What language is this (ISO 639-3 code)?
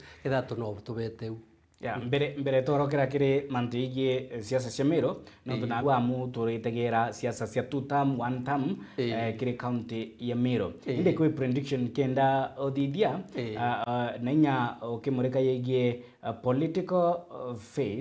mer